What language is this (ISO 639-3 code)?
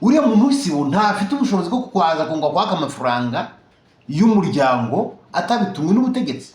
kin